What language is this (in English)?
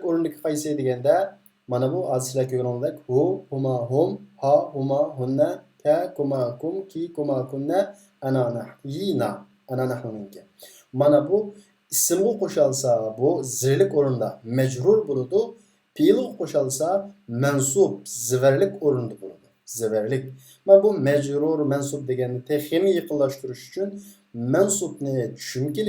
Uyghur